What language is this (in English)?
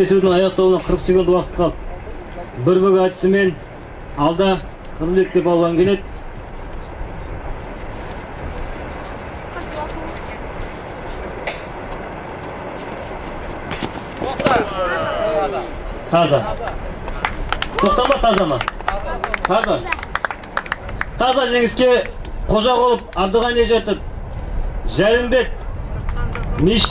Kazakh